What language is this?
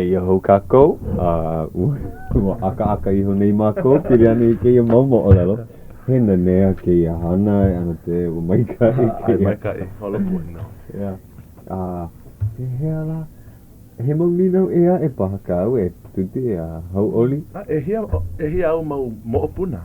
Hawaiian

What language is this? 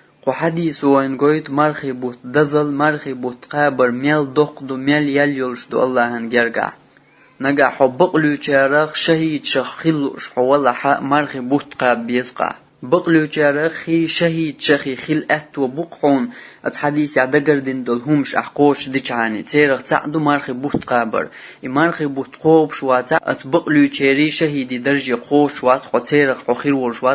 Chechen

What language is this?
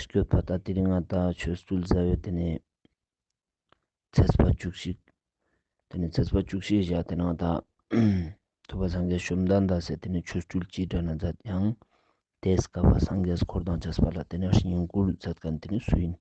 Ladakhi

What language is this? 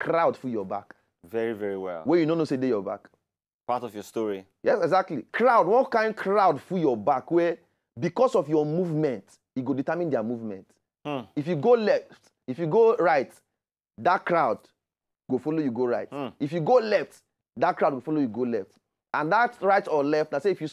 Nigerian Pidgin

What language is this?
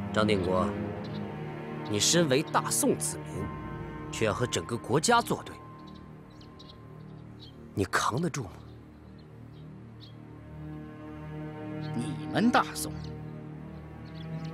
Chinese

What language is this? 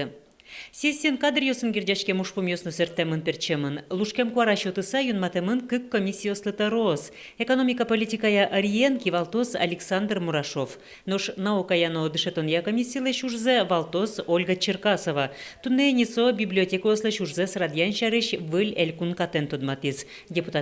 Udmurt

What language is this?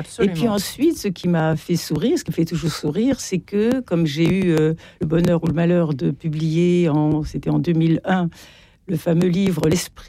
French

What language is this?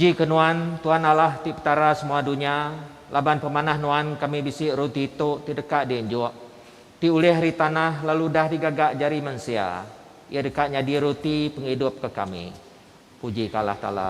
Iban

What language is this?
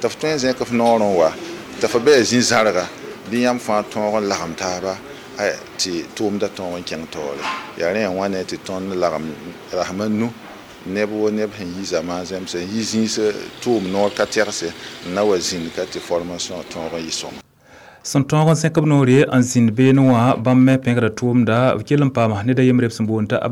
Mossi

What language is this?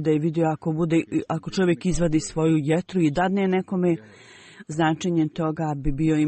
Bosnian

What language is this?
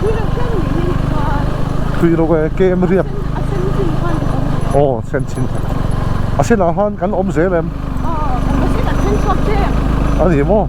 Mizo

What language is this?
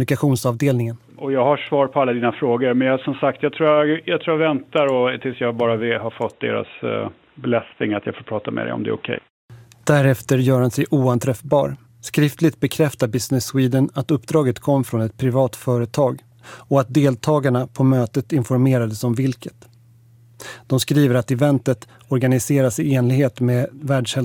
Swedish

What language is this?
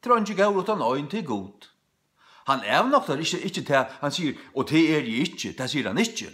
Faroese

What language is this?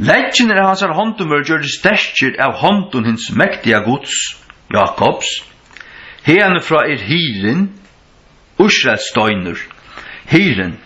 Faroese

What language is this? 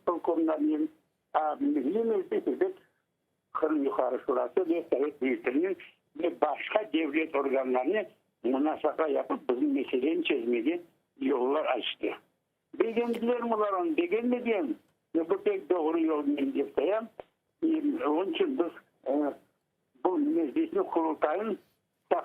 Crimean Tatar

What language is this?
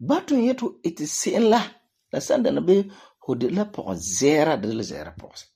Frafra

